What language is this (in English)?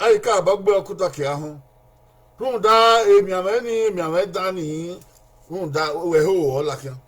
Bini